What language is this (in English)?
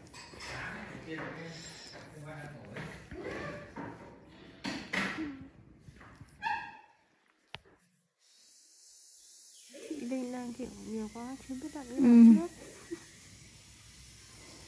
Vietnamese